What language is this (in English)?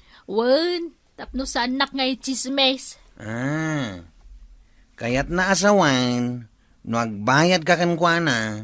Iloko